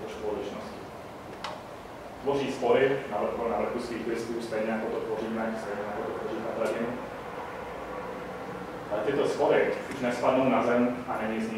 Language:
Czech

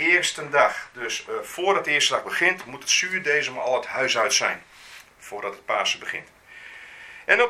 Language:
Dutch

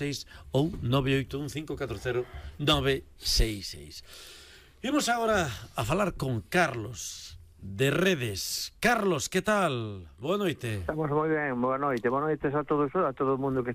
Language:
Galician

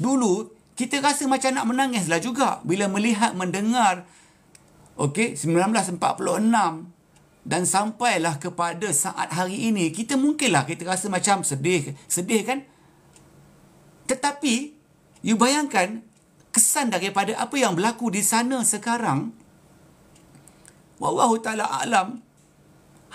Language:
Malay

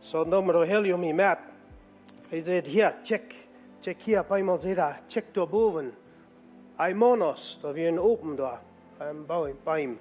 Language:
Plautdietsch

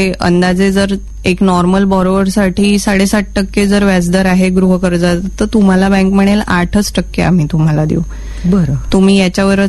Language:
Marathi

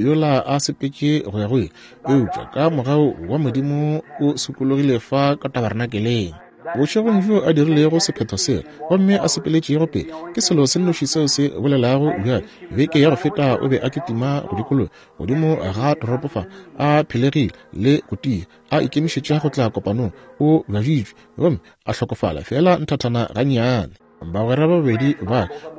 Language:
Northern Sotho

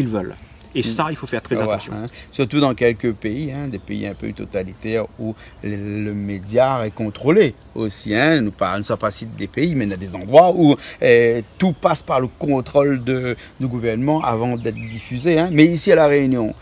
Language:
Réunion Creole French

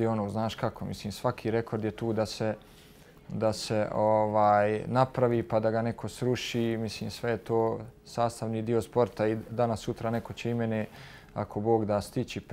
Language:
Bosnian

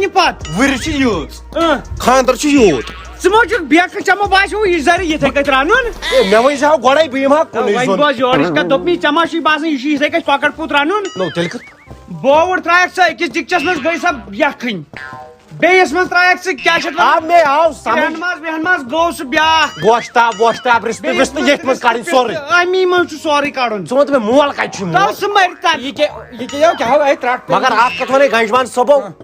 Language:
Kashmiri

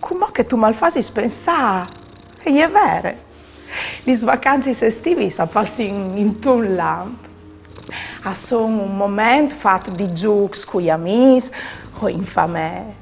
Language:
Friulian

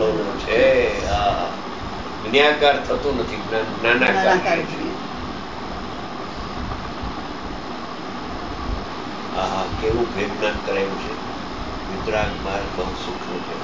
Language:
Gujarati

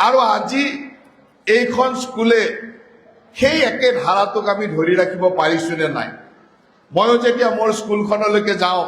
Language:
Assamese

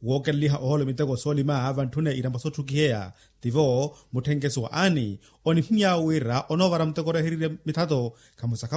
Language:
Makhuwa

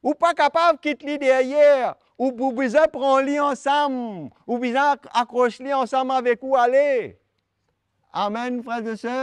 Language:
Morisyen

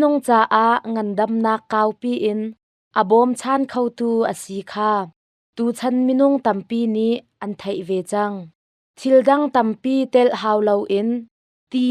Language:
Hakha Chin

